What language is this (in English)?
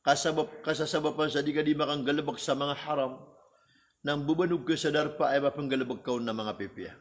Maranao